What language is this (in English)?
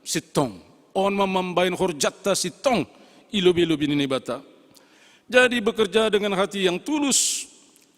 Batak Simalungun